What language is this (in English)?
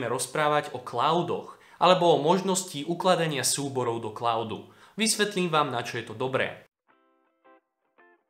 Slovak